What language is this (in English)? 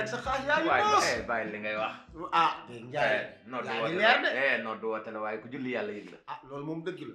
Wolof